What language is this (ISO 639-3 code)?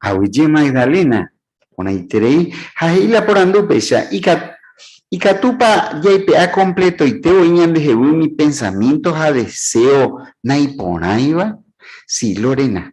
grn